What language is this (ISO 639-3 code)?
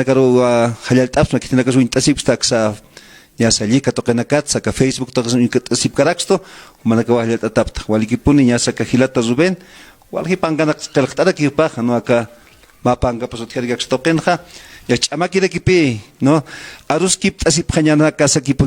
aym